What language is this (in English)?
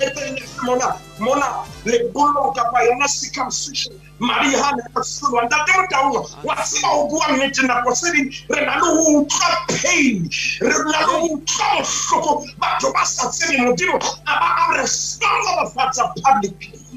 Tswana